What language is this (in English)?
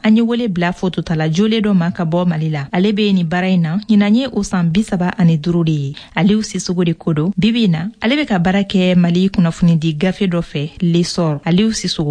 Bambara